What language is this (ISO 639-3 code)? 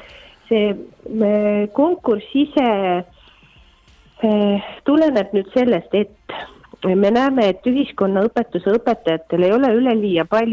est